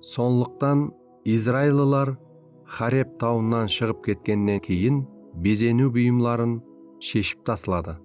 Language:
Kara-Kalpak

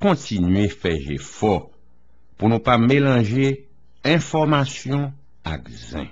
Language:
Haitian Creole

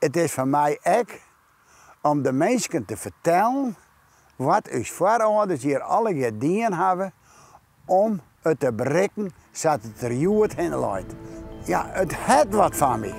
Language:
Western Frisian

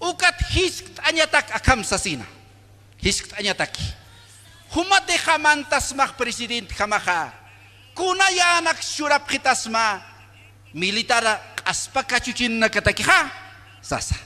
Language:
Aymara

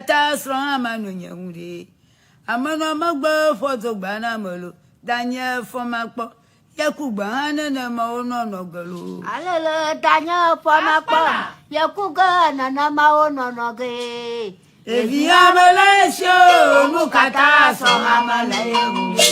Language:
Ewe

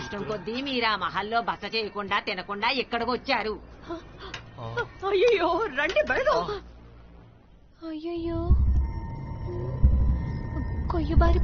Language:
Telugu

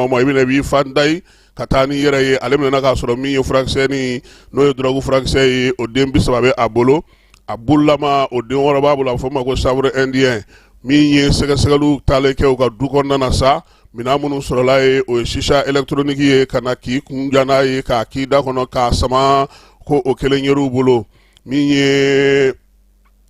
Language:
Bambara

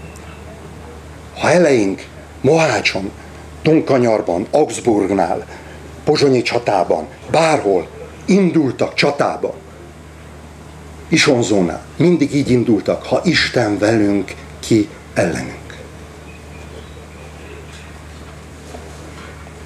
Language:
Hungarian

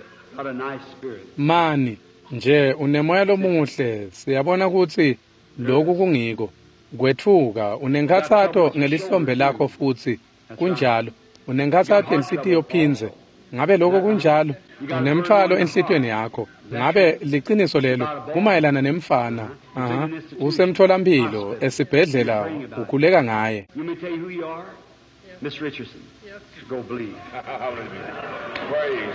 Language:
Swati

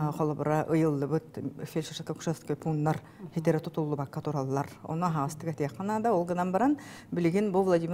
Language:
Yakut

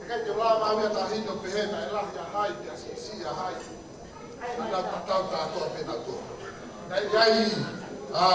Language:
Tongan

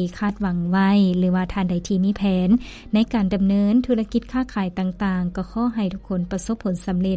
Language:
Lao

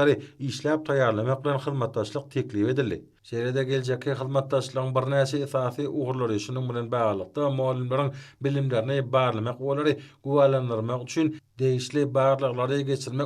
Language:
Turkmen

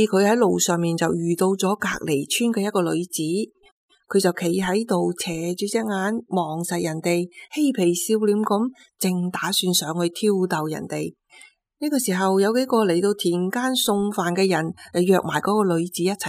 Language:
Cantonese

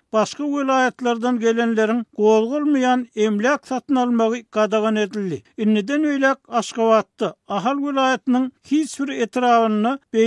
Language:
Turkmen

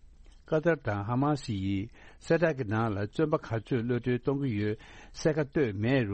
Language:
Tibetan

